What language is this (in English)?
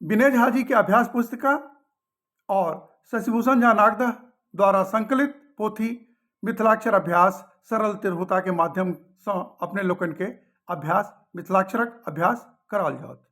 Maithili